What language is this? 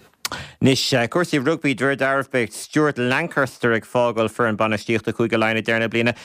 Irish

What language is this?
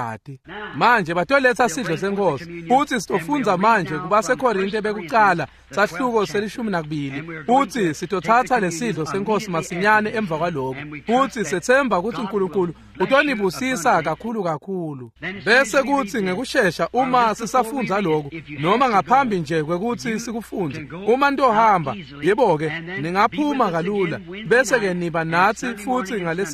Swati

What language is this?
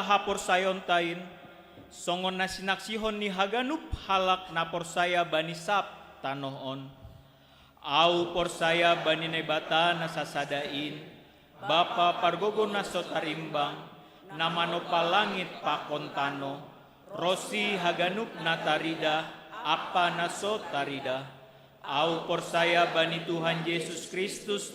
Batak Simalungun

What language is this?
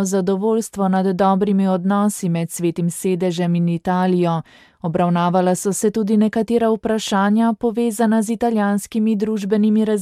Slovenian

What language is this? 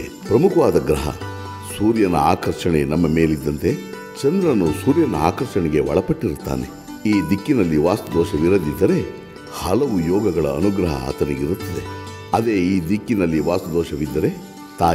Kannada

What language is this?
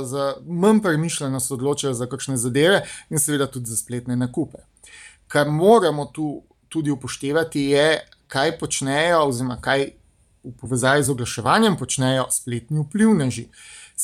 Slovenian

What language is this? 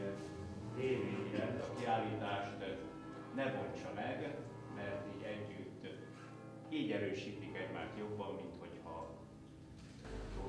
Hungarian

